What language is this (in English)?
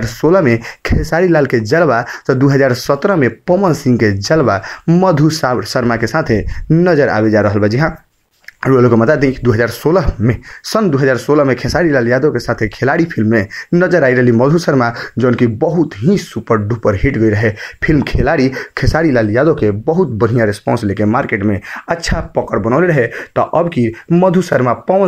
Bhojpuri